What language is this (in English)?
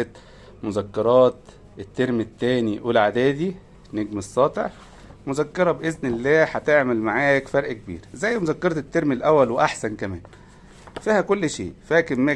Egyptian Arabic